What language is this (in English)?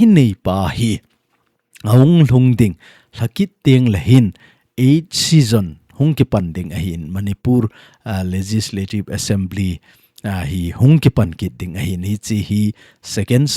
Thado Chin